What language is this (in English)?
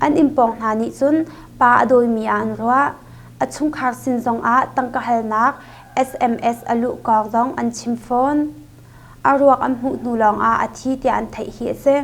Hakha Chin